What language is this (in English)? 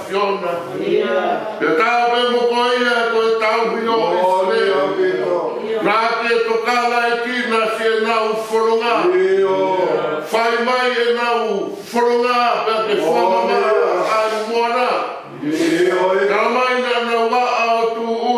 Tongan